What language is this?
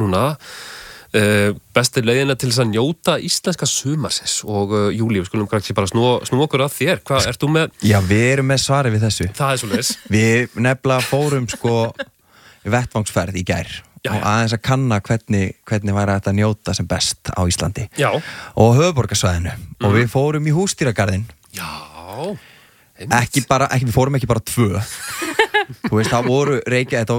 Icelandic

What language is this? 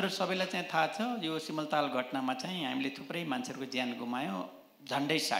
Nepali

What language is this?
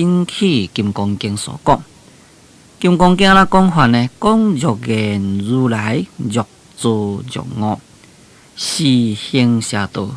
Min Nan Chinese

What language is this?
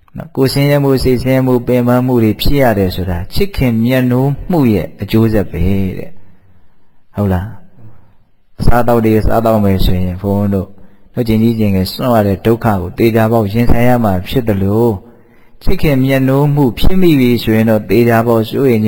Burmese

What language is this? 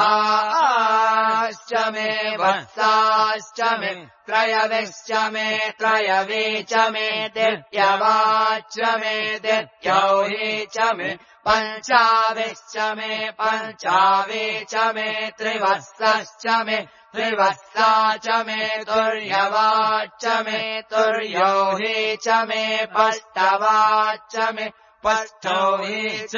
Sanskrit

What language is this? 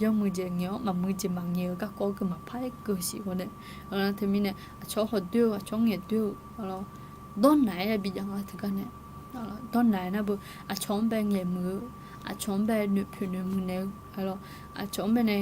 Akha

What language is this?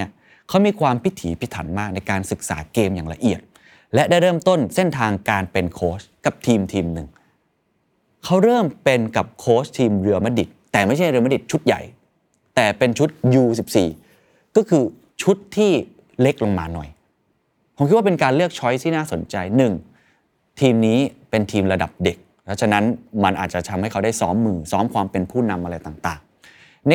Thai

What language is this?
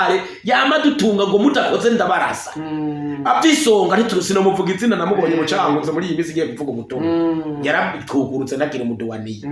Rundi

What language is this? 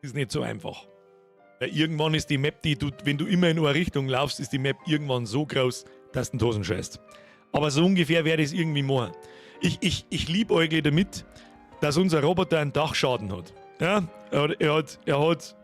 Bavarian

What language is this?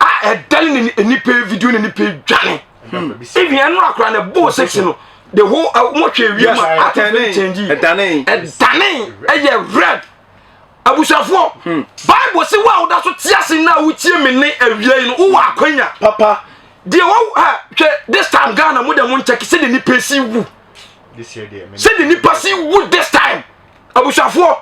Akan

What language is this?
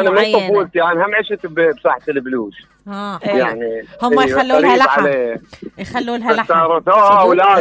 Mesopotamian Arabic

